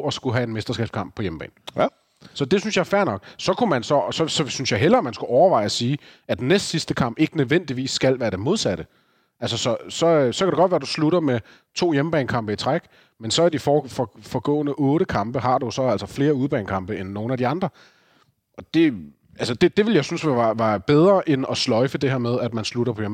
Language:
Danish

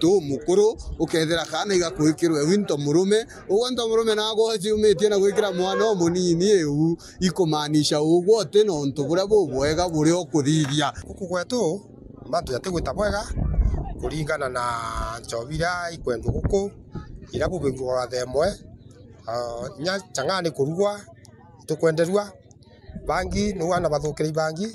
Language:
Meru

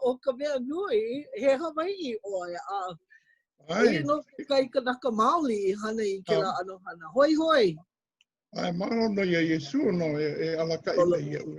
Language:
Hawaiian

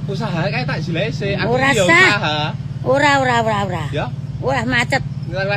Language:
Javanese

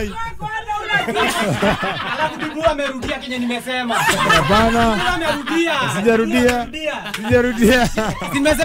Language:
Kikuyu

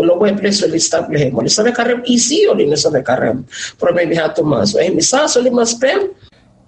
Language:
Bislama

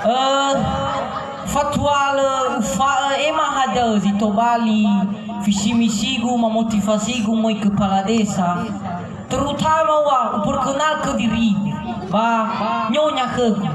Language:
Nias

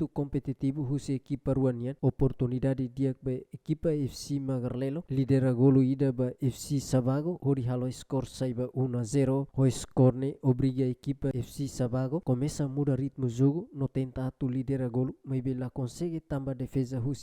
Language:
Tetum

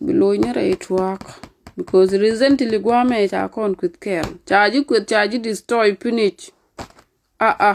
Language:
Nuer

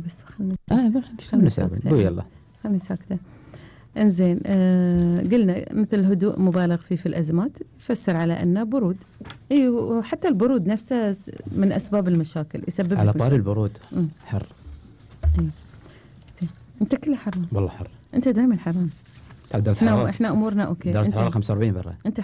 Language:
Gulf Arabic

